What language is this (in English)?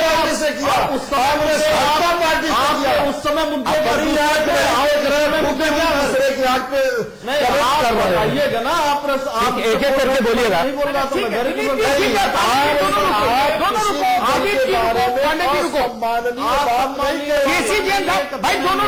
Hindi